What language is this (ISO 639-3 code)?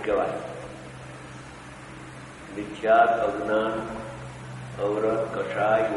guj